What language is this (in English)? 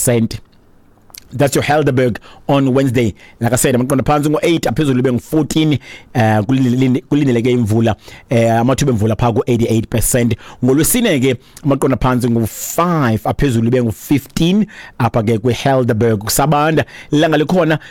Xhosa